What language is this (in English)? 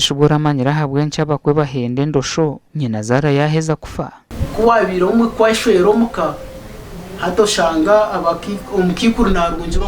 Nyankole